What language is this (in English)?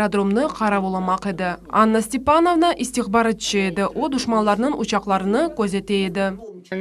Crimean Tatar